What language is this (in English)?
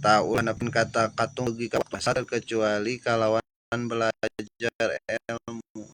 Sundanese